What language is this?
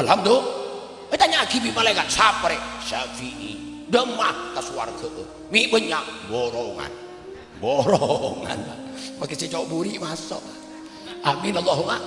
Madurese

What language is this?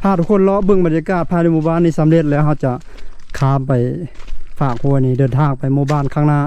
Lao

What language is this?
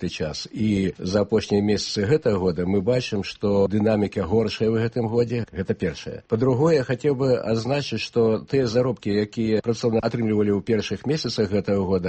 Belarusian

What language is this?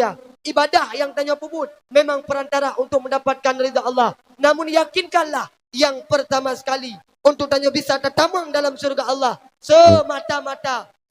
Achinese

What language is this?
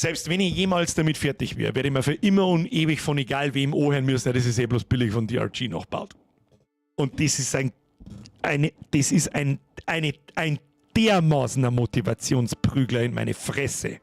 Bavarian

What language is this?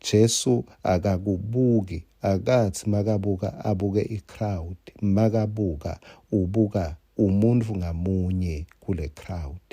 Swati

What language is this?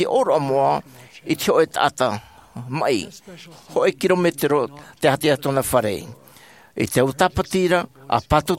Tahitian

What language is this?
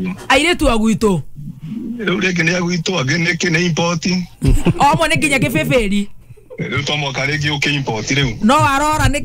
Kikuyu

